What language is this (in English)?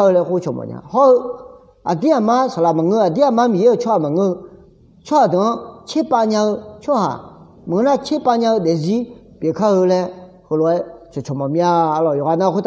Akha